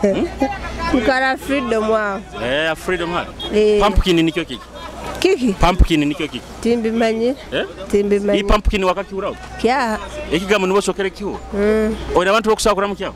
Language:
Nyoro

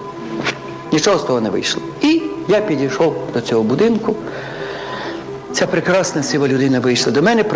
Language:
Ukrainian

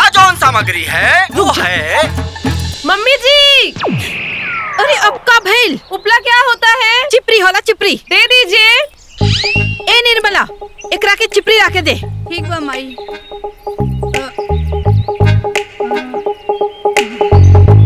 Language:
Bhojpuri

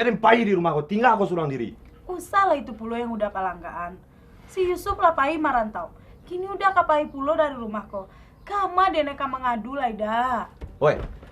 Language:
Minangkabau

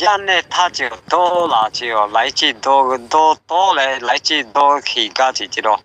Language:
Lahu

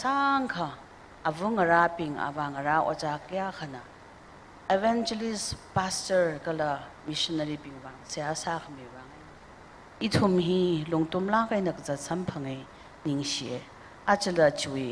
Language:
Tangkhul Naga (India)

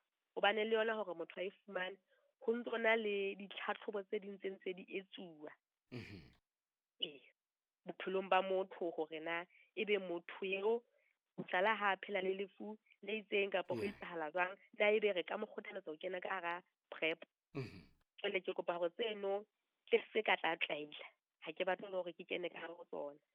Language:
Southern Sotho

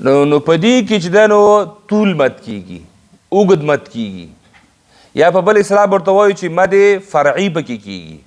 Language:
Pashto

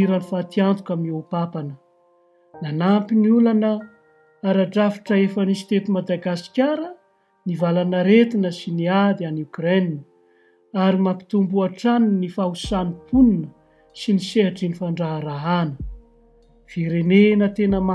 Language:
Malagasy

